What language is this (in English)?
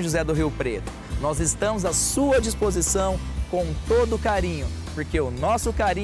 Portuguese